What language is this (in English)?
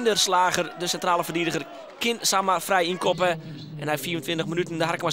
Western Frisian